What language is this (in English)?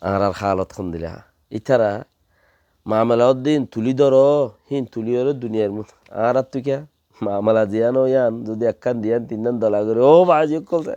Rohingya